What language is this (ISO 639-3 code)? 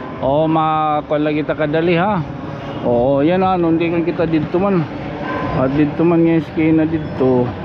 war